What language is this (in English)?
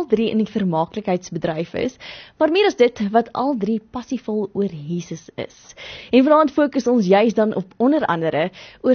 Afrikaans